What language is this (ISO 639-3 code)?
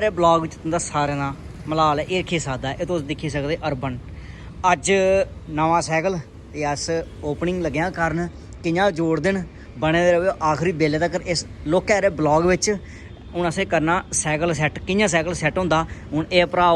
doi